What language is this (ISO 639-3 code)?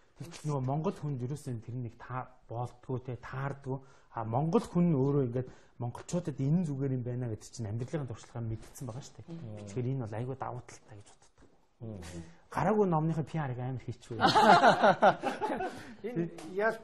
mon